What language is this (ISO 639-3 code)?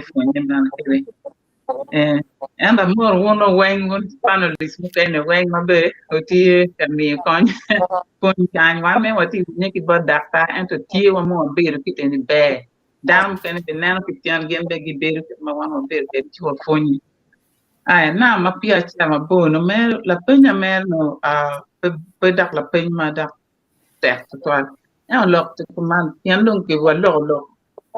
ach